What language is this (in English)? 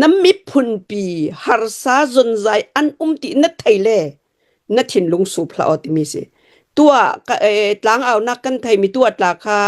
Hakha Chin